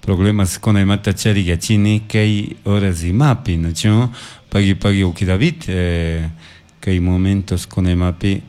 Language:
Chimborazo Highland Quichua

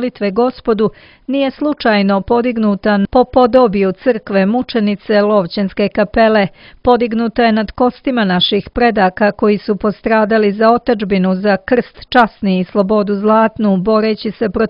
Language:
Serbian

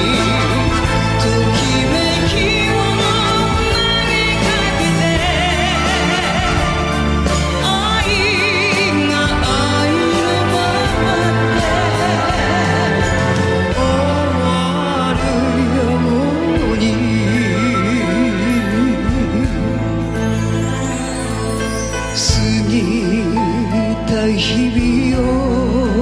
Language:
Japanese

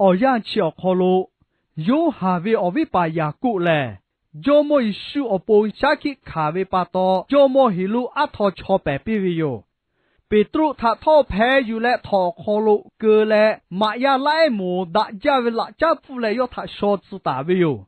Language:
Lahu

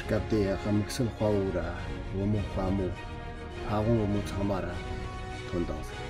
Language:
Tibetan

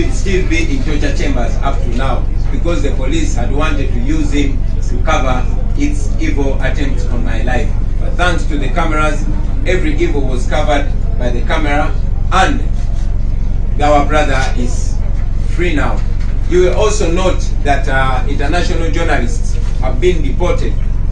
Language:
English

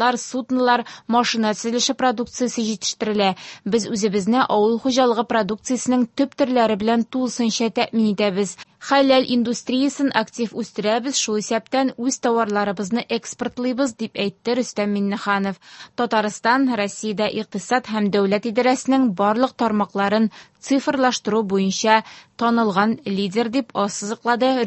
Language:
Tatar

